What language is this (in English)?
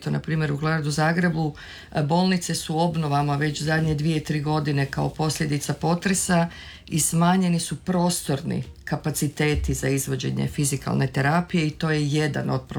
Croatian